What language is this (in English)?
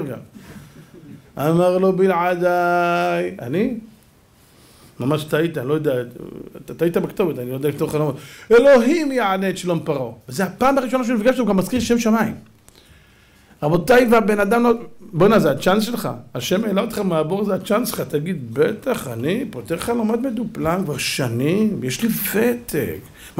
Hebrew